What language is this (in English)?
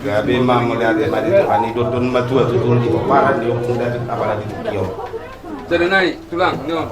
Batak Toba